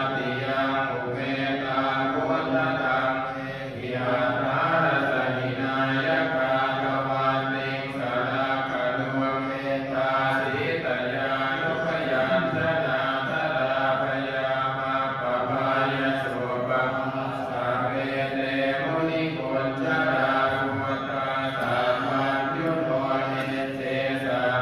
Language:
Pali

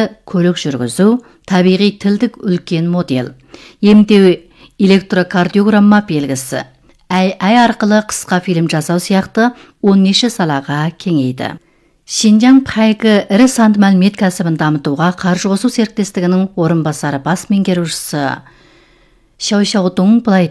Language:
Kazakh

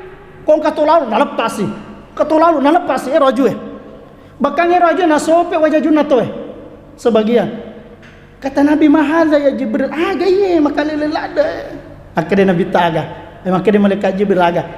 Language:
Buginese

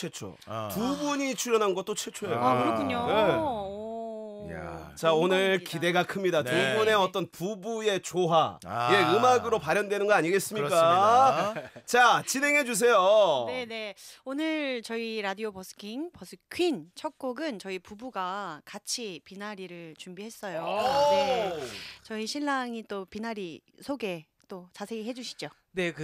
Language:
Korean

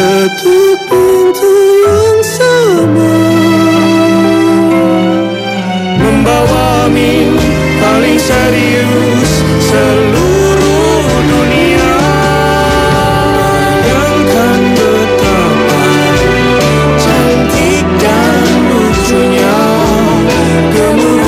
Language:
Indonesian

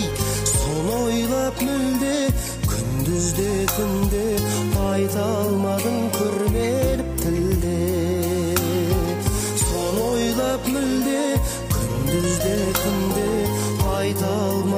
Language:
Kazakh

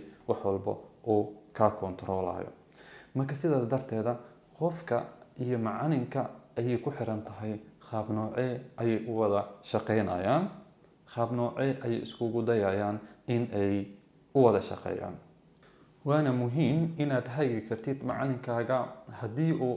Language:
Somali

